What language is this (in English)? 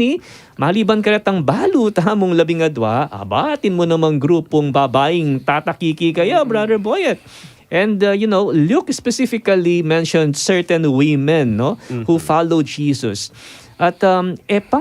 Pampanga